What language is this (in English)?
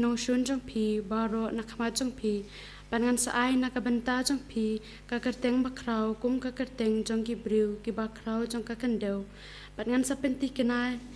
Khasi